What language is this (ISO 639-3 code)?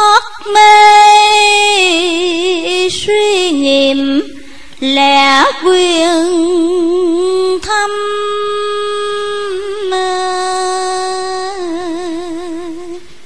vie